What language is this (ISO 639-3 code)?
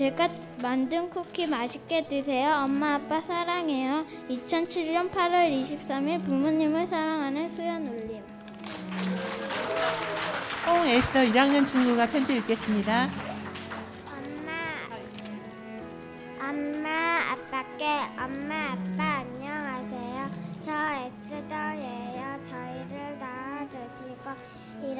kor